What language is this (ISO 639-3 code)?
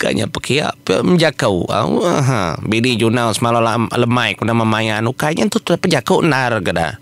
iba